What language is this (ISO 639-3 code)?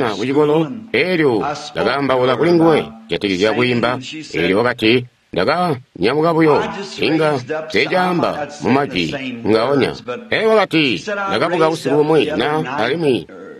toi